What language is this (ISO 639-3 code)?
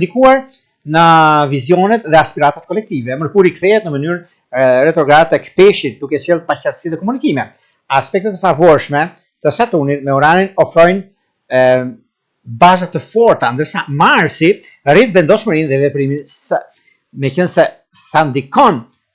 sqi